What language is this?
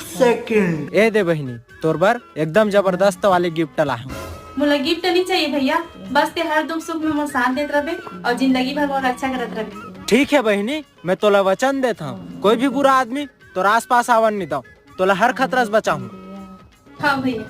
Chhattisgarhi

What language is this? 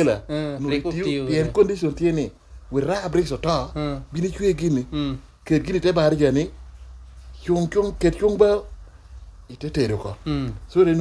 Lango (Uganda)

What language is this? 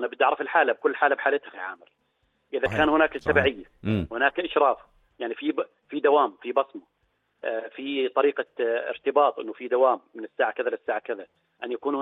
North Levantine Arabic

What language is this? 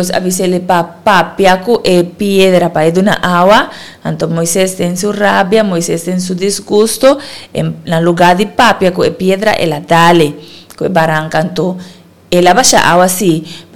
Papiamento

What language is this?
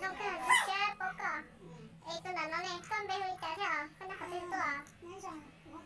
Hmong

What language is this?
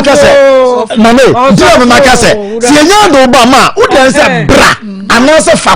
Akan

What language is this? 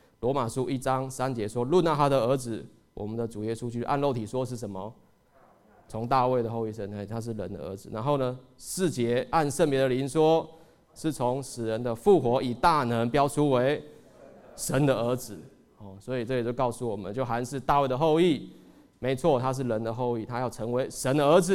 Chinese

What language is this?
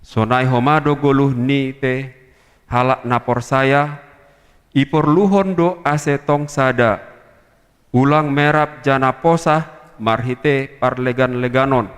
Batak Simalungun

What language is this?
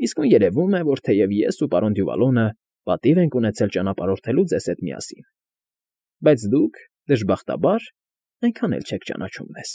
Armenian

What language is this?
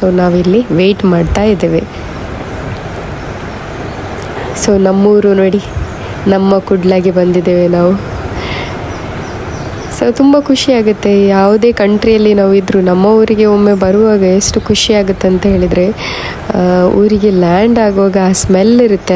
Kannada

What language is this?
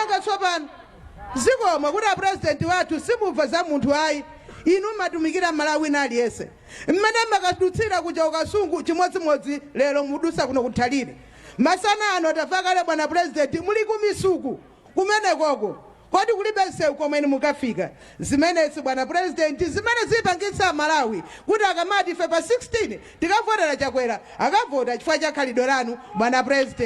Nyanja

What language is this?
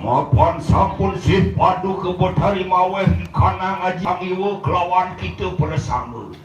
Balinese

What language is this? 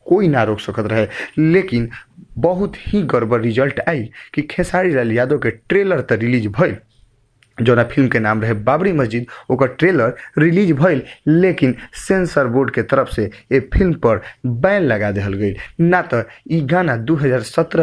Bhojpuri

